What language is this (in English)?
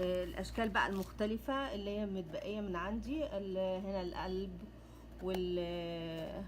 Egyptian Arabic